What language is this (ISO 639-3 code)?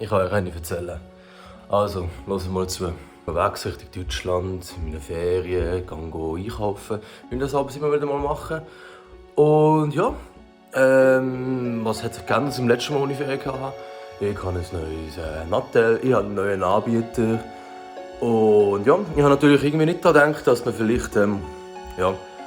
gsw